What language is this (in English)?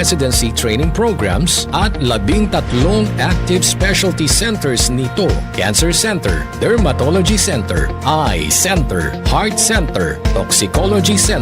Pangasinan